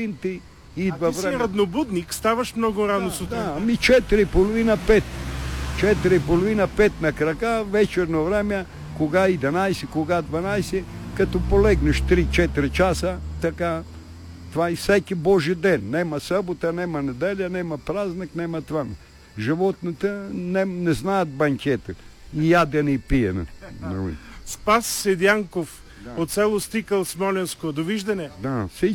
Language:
Bulgarian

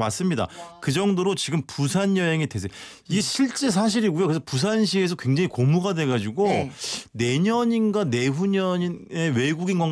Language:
Korean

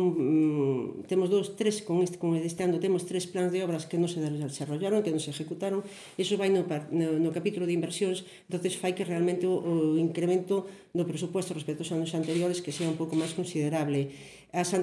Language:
Galician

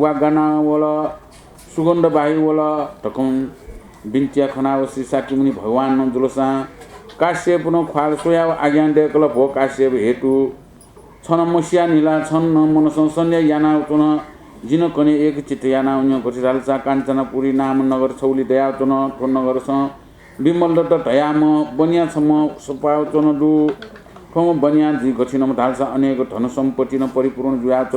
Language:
Newari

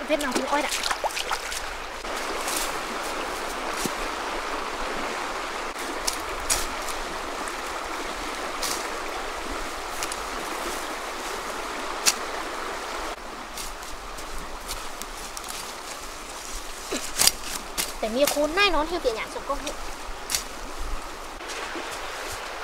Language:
Vietnamese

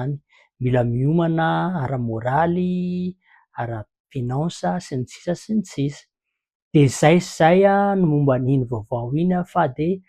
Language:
Malagasy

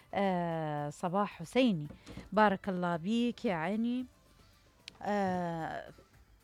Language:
Mesopotamian Arabic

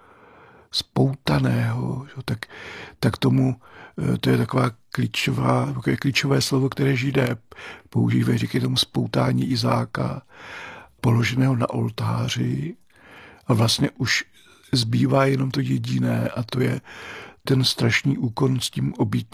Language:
Czech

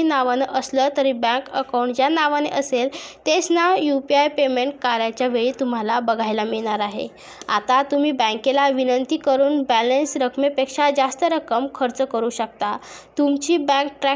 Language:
Marathi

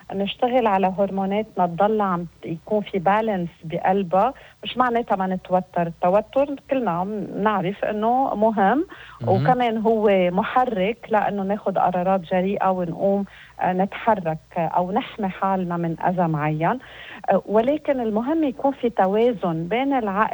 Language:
North Levantine Arabic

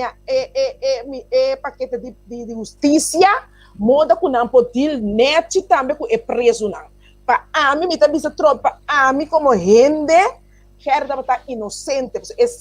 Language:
Papiamento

